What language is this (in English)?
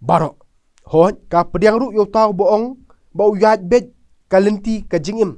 Khasi